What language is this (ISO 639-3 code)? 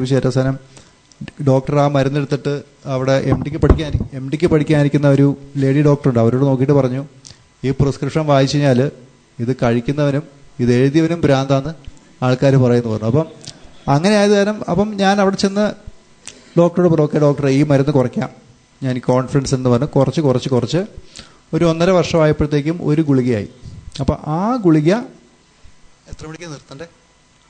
mal